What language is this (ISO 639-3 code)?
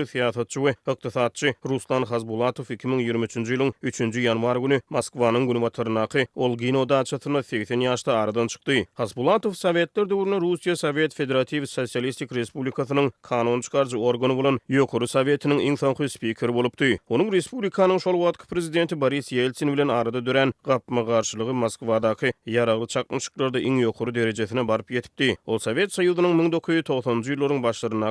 tuk